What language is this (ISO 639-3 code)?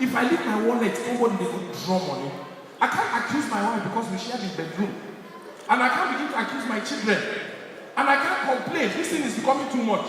pcm